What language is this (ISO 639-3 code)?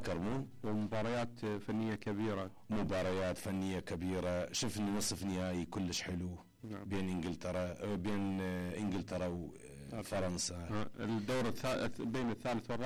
acm